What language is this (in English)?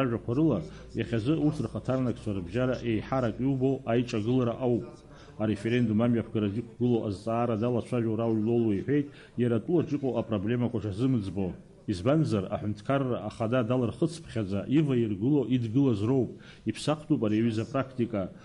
Abkhazian